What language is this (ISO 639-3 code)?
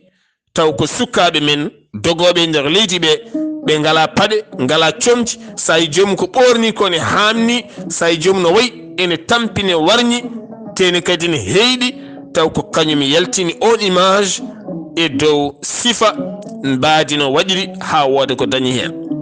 ful